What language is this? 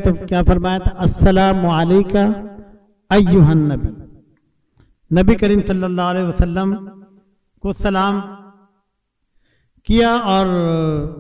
Urdu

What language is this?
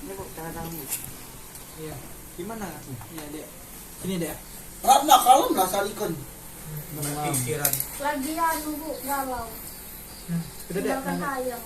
Musi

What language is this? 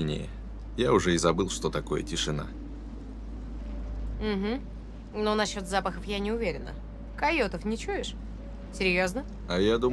Russian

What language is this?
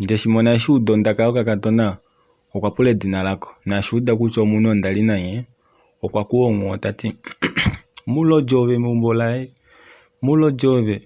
Kuanyama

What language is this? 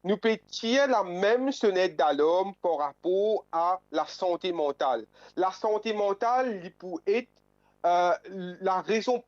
Morisyen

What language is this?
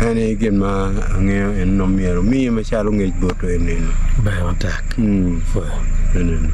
Acoli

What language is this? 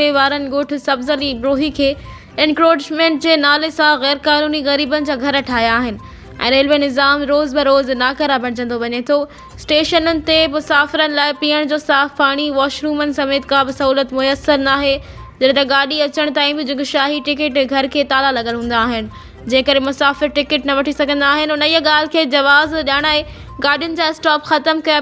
Sindhi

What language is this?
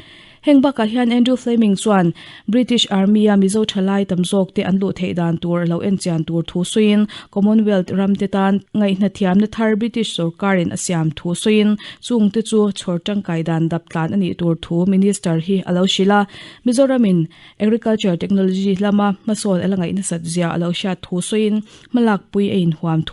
Mizo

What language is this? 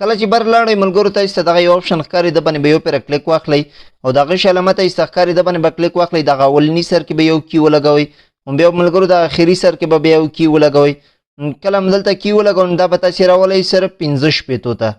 Pashto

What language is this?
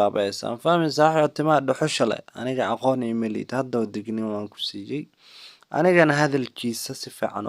Somali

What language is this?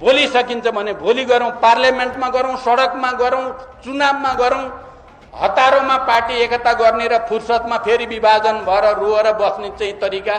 Nepali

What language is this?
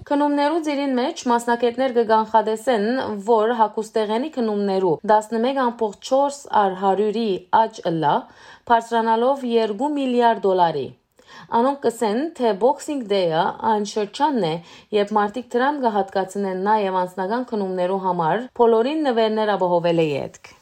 Western Armenian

